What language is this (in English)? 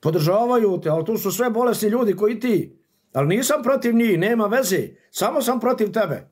Bosnian